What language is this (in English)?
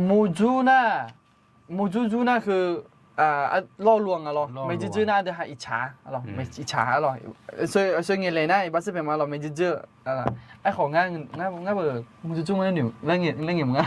Akha